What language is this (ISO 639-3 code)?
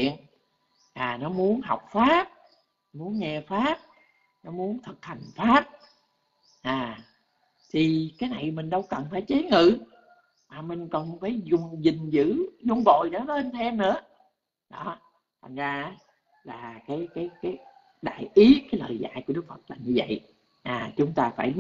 vie